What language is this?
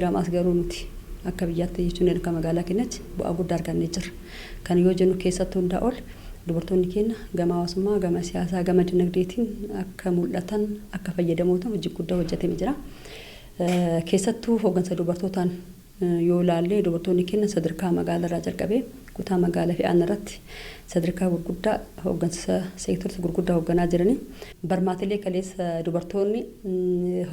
Oromo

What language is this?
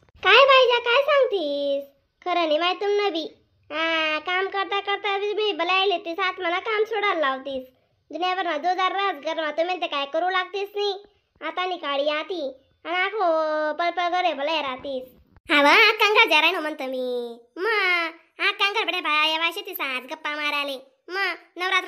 Khandesi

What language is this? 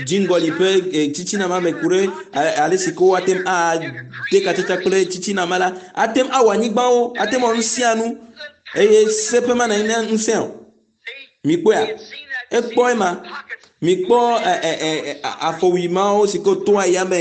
Ewe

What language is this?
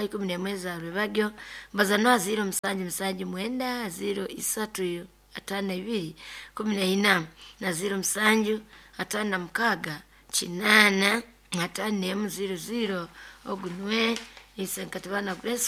Nyoro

